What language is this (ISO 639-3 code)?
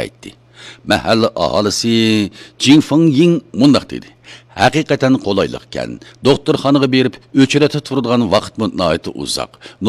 uig